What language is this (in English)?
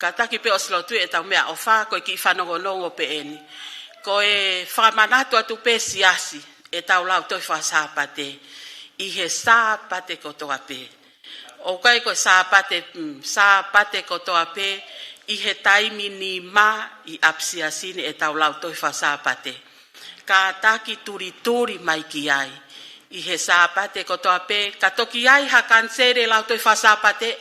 Tongan